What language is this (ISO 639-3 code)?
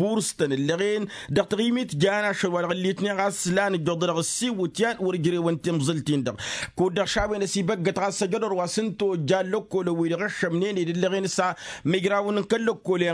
taq